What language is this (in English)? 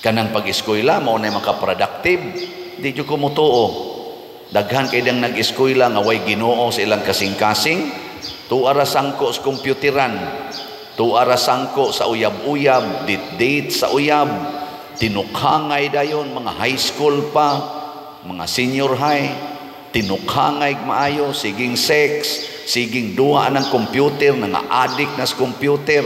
Cebuano